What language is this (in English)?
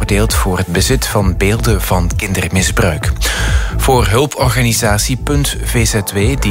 Dutch